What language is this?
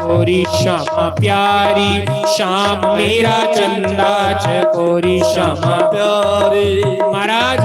Dogri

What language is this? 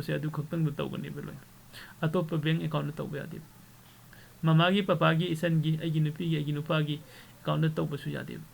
Manipuri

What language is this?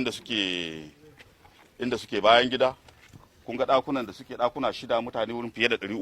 Hausa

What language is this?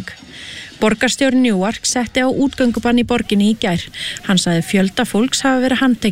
Icelandic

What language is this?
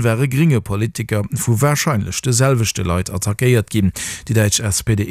Luxembourgish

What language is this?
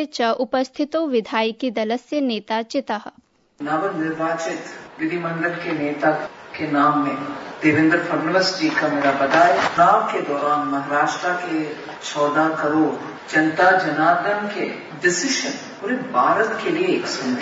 Sanskrit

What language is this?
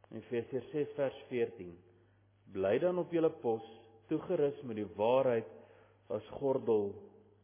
Afrikaans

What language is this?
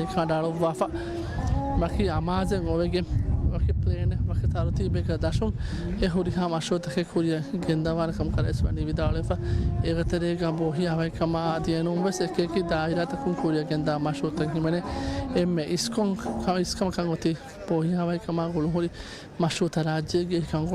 Divehi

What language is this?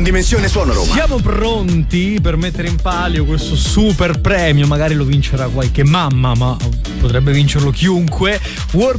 Italian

